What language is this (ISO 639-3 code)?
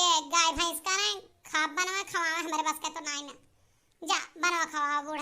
awa